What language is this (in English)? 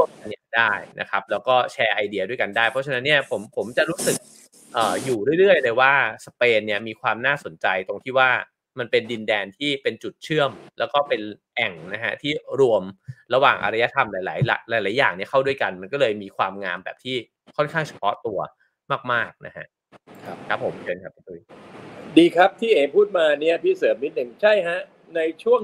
Thai